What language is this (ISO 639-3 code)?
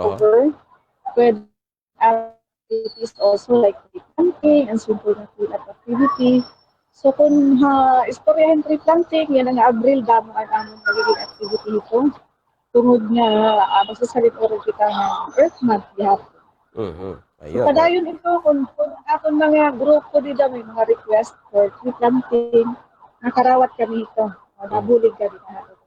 war